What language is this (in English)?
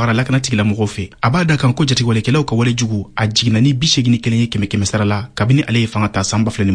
Bambara